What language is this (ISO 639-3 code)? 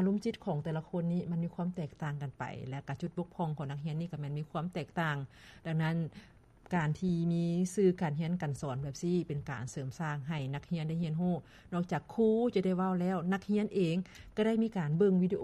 lao